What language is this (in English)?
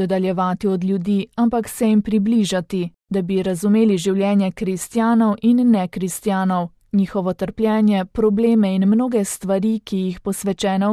Slovenian